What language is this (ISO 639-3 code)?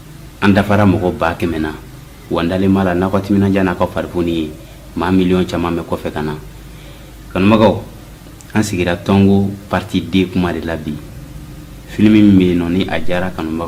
bam